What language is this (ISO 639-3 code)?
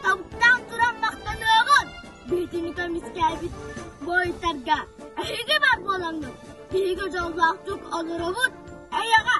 sah